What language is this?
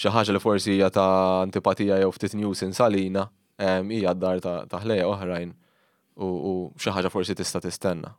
Maltese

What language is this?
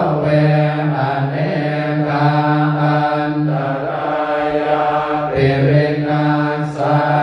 Pali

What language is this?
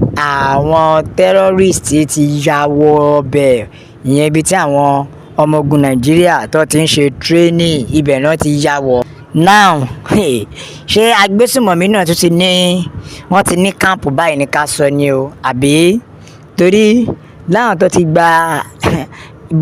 Yoruba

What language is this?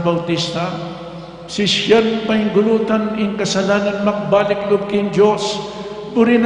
Pampanga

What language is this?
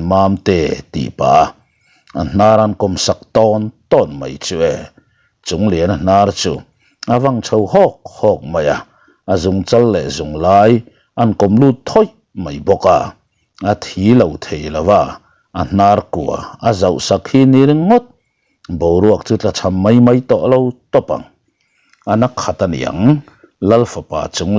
Mizo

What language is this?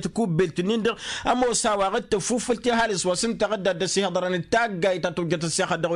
Tamasheq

